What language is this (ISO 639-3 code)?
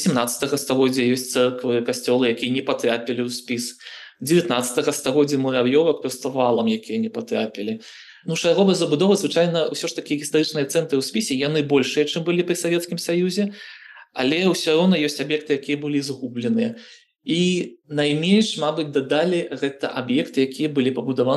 bel